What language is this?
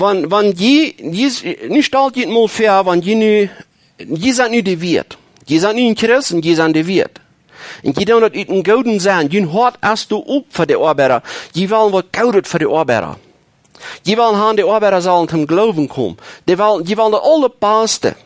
Plautdietsch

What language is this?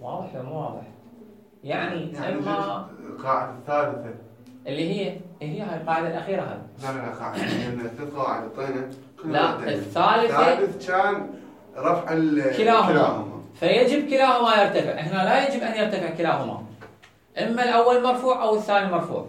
Mesopotamian Arabic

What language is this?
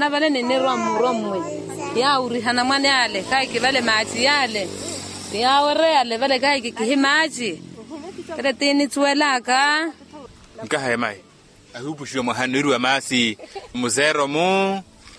Makhuwa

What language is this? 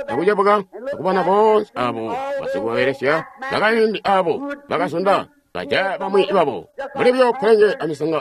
Tonga (Zambia)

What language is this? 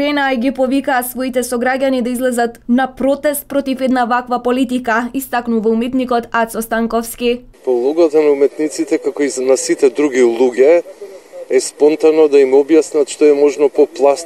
Macedonian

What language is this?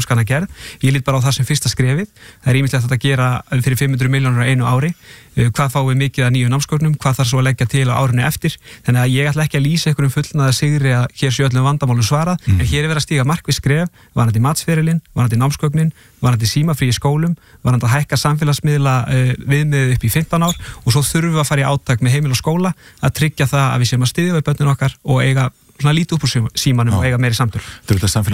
Icelandic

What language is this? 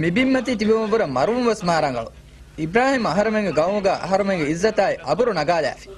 Divehi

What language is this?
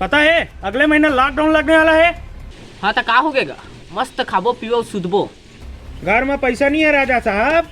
Chhattisgarhi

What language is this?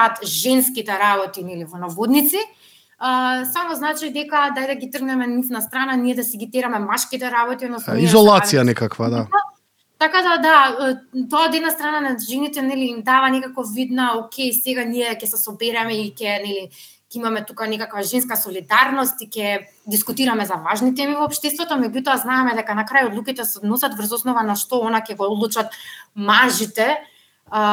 Macedonian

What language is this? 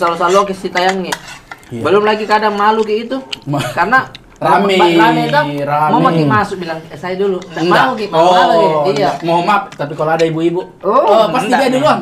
Makassar Malay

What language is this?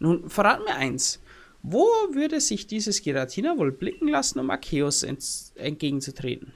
Bavarian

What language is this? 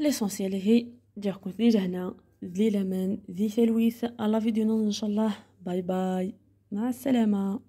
Algerian Arabic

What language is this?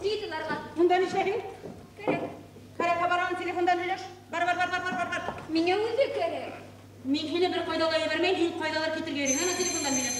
Bashkir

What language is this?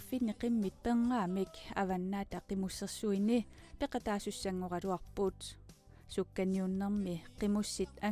Kalaallisut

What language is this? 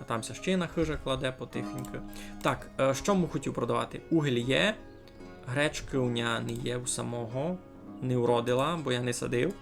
Rusyn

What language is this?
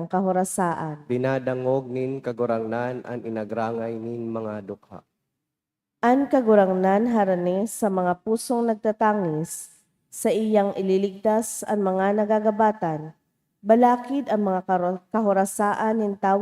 Bikol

